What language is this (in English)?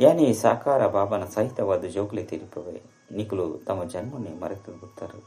Tulu